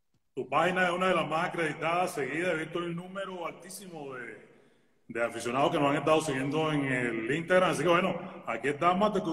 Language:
Spanish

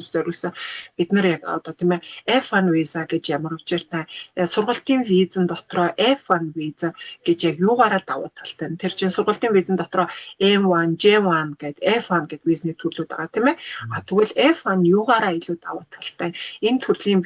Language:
Mongolian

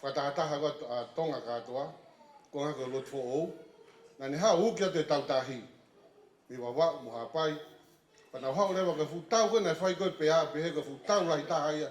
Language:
Tongan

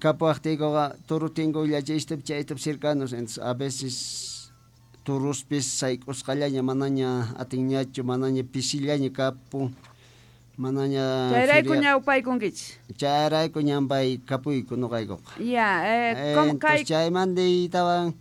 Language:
Quechua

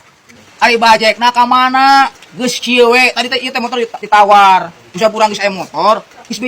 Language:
Sundanese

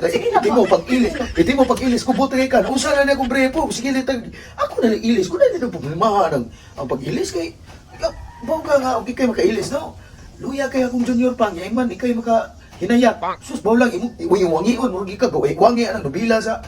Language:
Cebuano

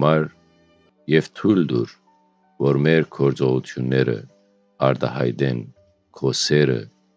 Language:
Western Armenian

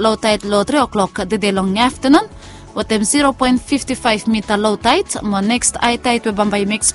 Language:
Bislama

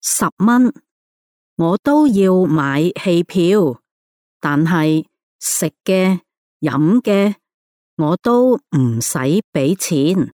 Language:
Cantonese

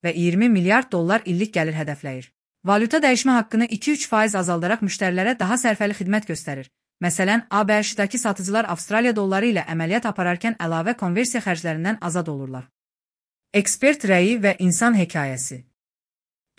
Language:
Azerbaijani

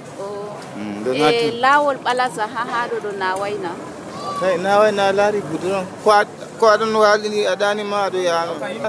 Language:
Nigerian Fulfulde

